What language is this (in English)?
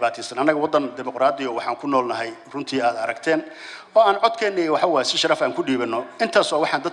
Somali